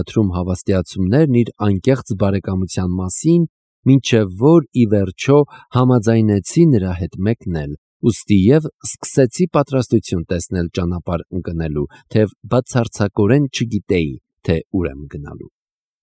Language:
Armenian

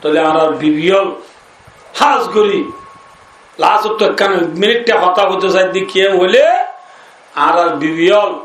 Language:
Rohingya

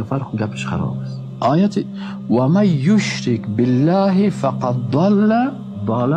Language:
Persian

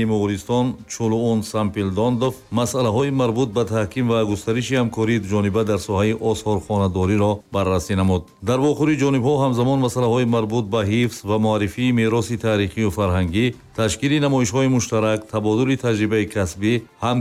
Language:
Tajik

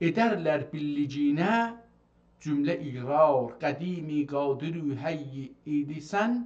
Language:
South Azerbaijani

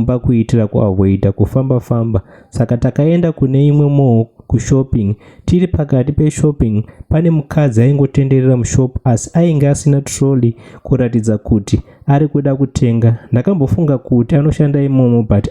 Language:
Shona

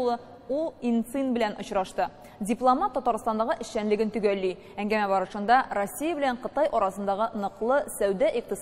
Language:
Tatar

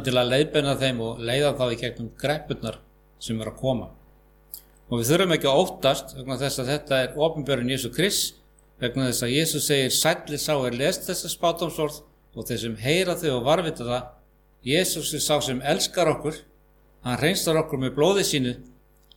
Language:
Icelandic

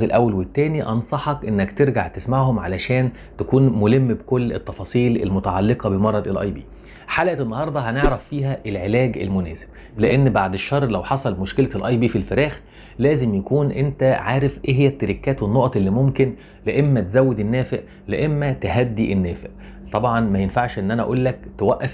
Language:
Egyptian Arabic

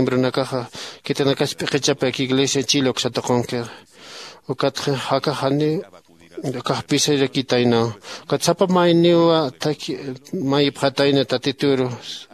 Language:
Aymara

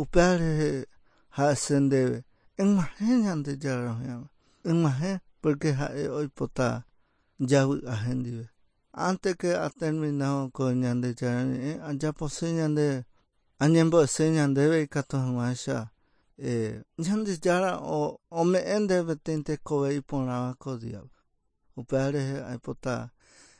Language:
Guarani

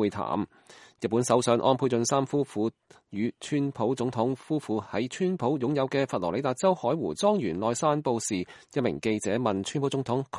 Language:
Cantonese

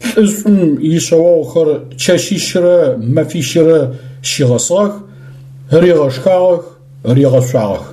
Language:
Adyghe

